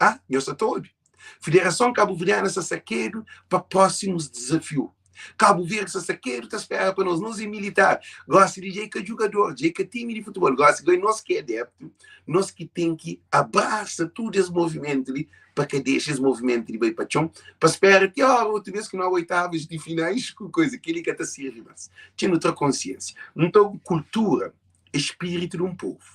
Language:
Kabuverdianu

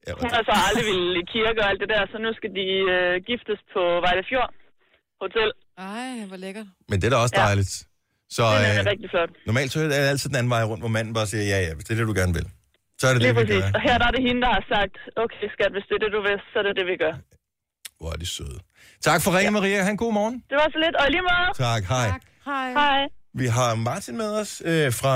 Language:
Danish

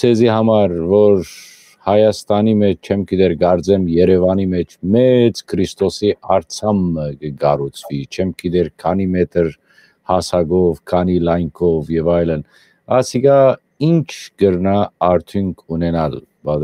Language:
Western Armenian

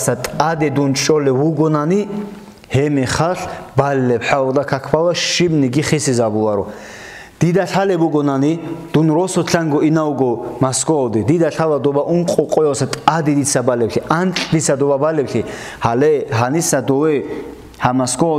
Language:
Avaric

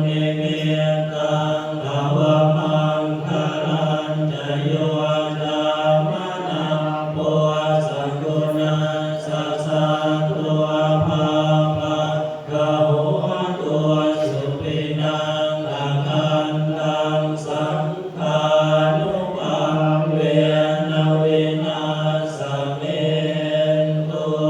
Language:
Pali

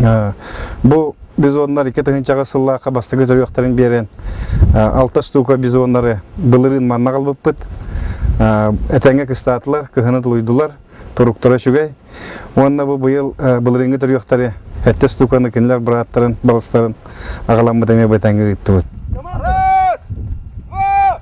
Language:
Yakut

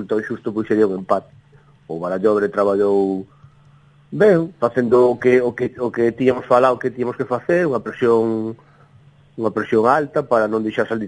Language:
Galician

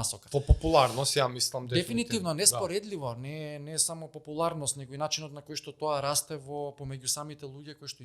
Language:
Macedonian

